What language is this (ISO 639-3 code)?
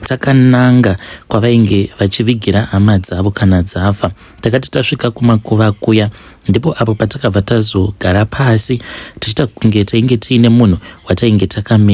sna